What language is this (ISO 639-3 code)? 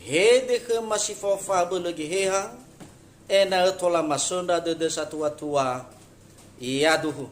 nia